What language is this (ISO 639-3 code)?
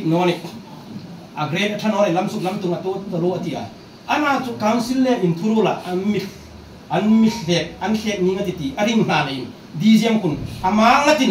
hmr